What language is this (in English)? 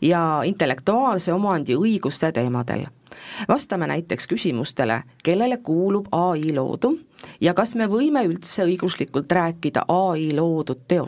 Estonian